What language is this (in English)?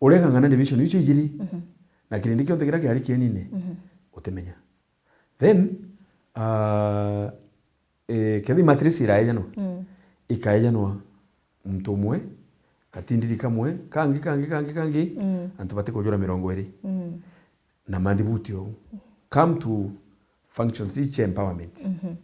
Meru